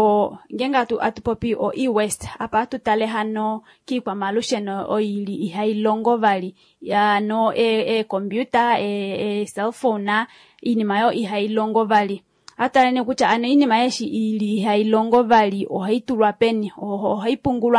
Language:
Kuanyama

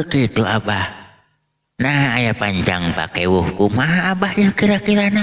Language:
Sundanese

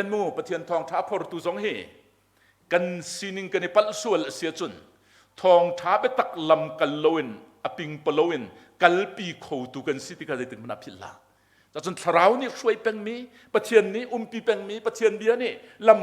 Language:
Hakha Chin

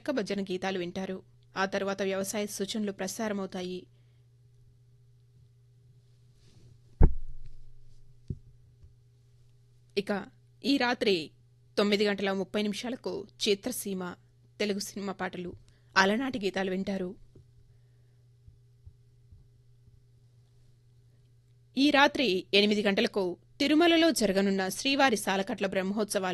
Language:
Telugu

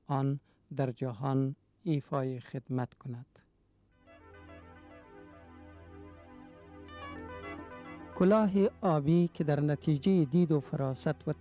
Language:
Persian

